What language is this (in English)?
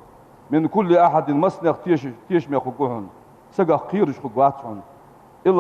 Ingush